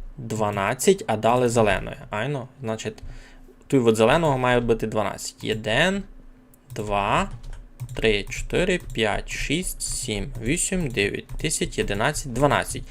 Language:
Rusyn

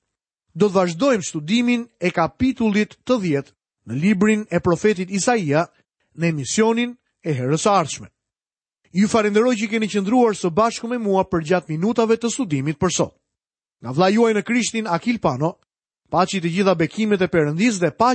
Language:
Albanian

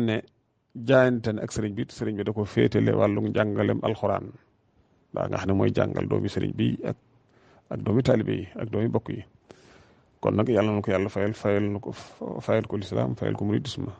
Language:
Wolof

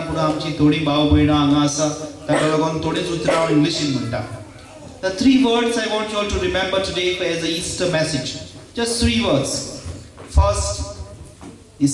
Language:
Konkani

